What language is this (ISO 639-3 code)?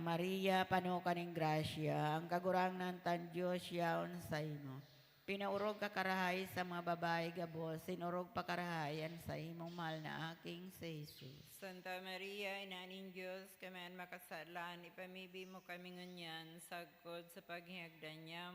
bik